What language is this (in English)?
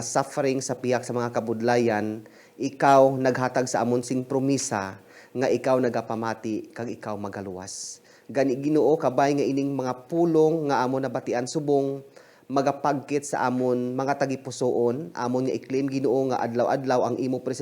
Hiligaynon